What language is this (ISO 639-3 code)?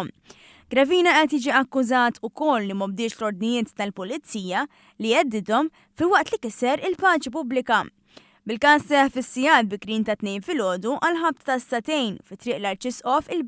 mlt